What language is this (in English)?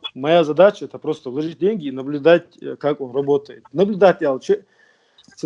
Ingush